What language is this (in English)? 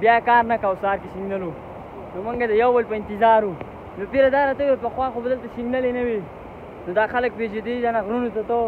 Pashto